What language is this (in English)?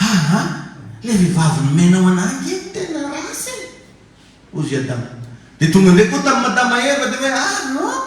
Malagasy